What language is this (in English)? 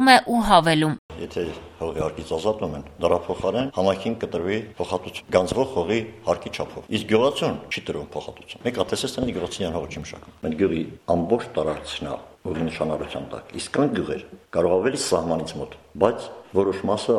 Armenian